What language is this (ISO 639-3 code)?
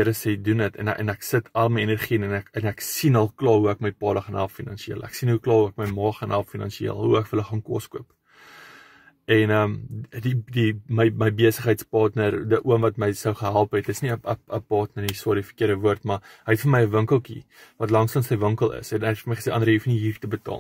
afr